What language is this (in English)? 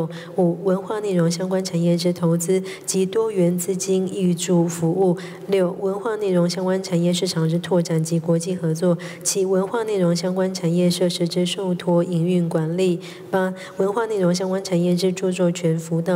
Chinese